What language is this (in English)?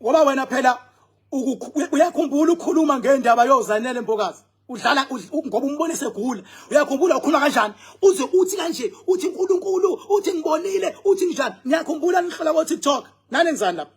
Zulu